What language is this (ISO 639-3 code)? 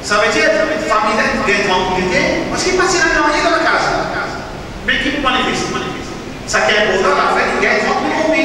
mfe